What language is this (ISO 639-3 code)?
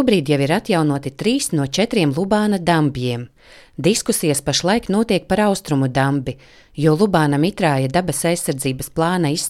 lav